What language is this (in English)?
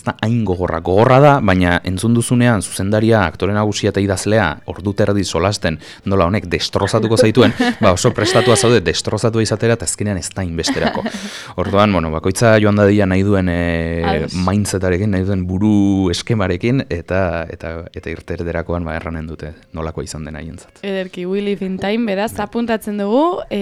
Basque